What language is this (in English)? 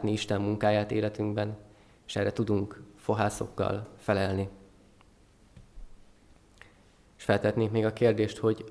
Hungarian